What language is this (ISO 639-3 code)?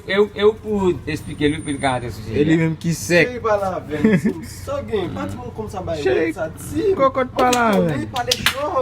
hat